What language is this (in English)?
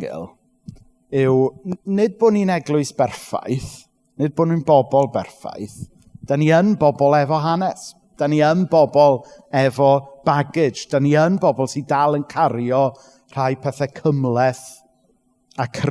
Welsh